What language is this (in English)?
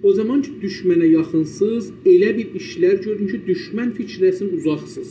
South Azerbaijani